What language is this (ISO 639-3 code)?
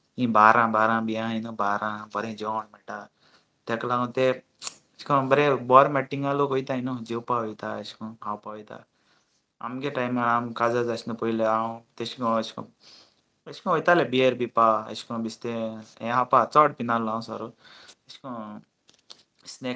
kok